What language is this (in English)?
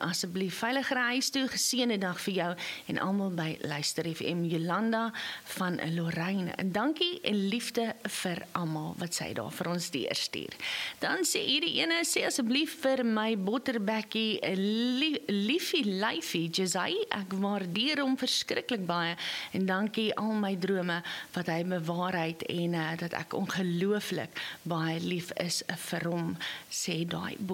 Afrikaans